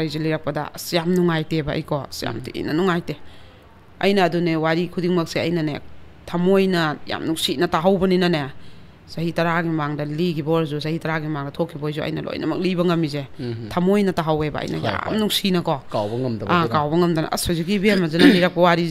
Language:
Manipuri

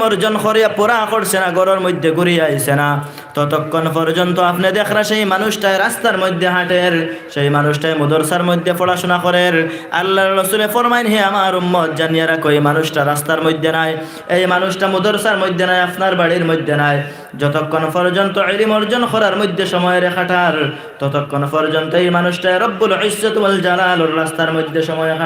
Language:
Sylheti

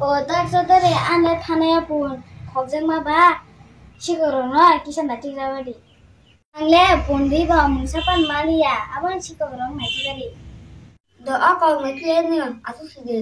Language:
Kok Borok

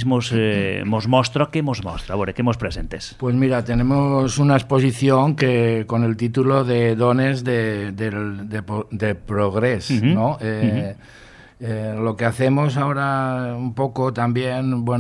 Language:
Catalan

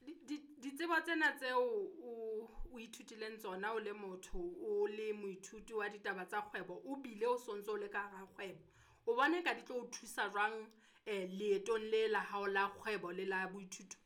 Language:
Southern Sotho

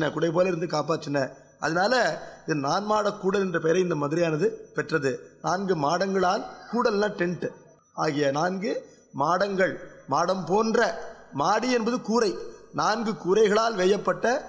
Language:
Tamil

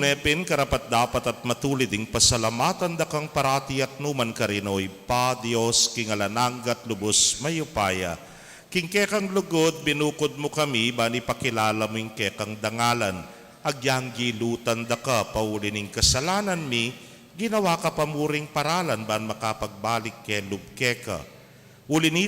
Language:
Pampanga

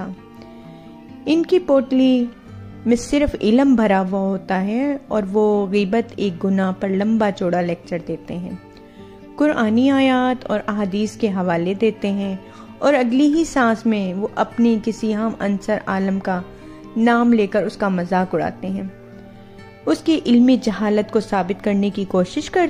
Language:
Urdu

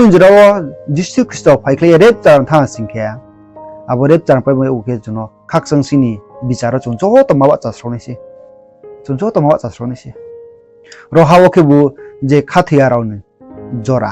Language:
Riang (India)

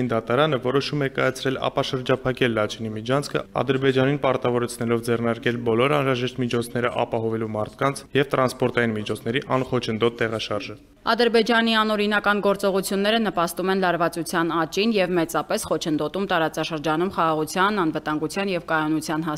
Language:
Armenian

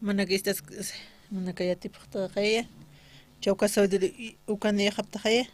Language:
Aymara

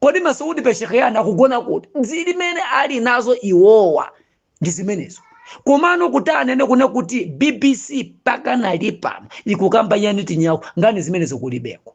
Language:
Nyanja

